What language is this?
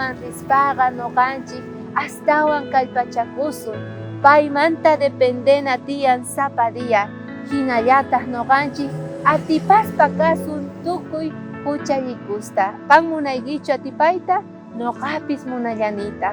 South Bolivian Quechua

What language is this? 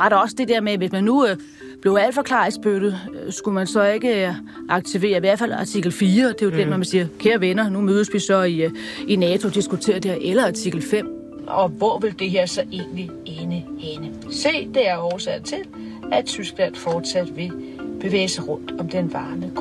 Danish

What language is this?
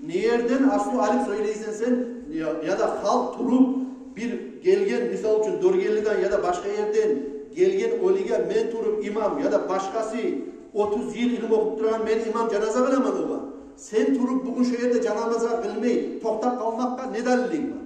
Kumyk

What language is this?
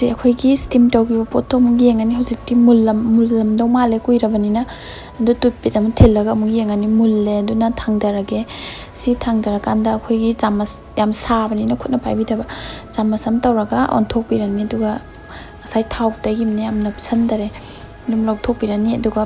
Manipuri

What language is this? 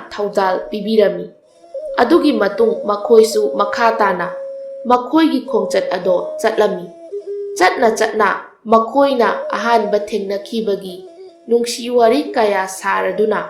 Manipuri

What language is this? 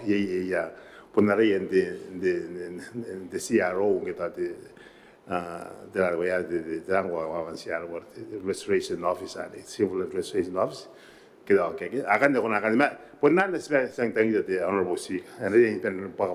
Gilbertese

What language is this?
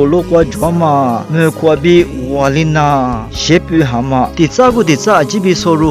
Lisu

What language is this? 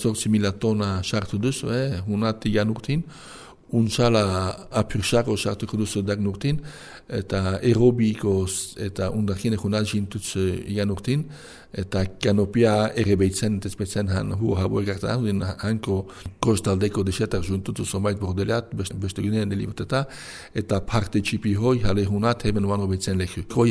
Basque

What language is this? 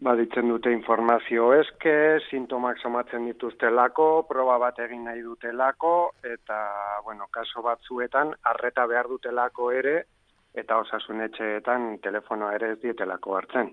Basque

